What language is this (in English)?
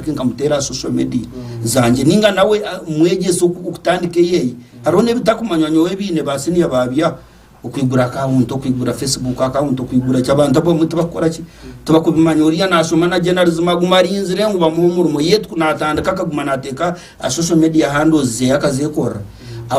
Nyankole